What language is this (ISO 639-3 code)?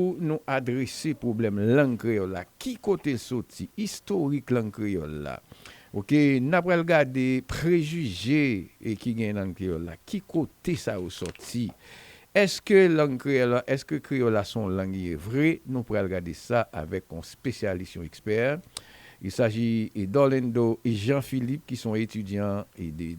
hat